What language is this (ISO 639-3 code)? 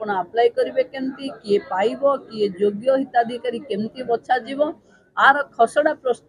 ori